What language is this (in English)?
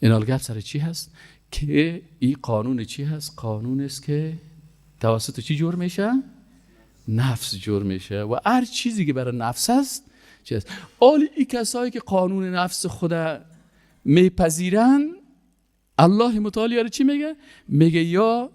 Persian